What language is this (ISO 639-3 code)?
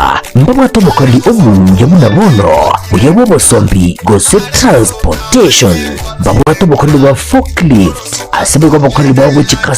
guz